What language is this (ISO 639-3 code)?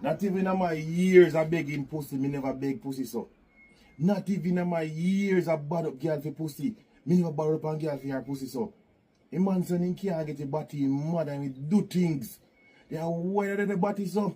jam